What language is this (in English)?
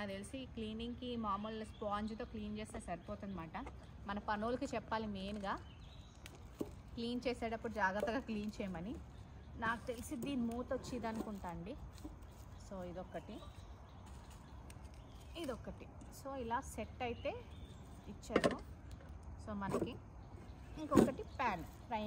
Telugu